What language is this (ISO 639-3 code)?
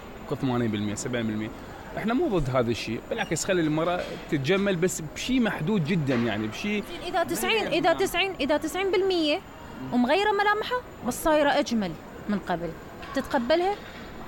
acm